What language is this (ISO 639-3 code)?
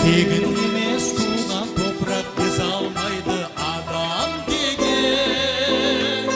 kaa